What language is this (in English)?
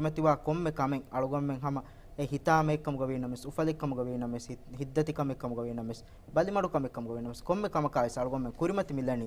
Divehi